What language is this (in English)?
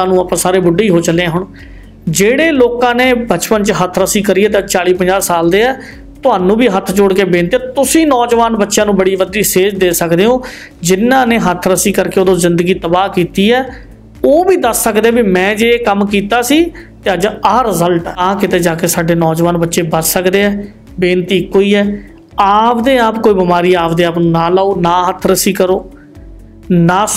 Punjabi